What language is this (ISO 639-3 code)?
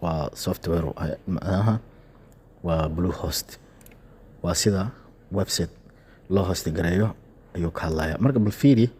som